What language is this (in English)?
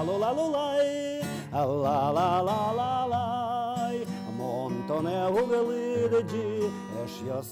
Udmurt